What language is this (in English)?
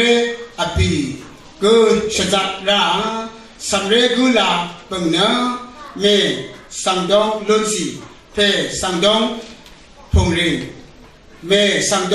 Rawang